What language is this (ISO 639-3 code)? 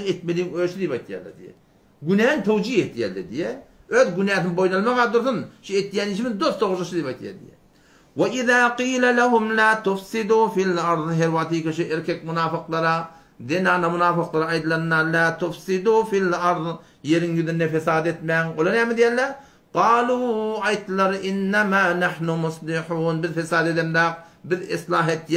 tuk